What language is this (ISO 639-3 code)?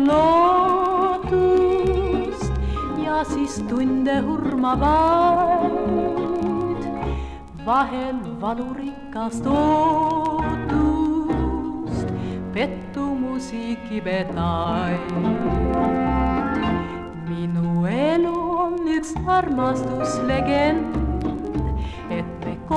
est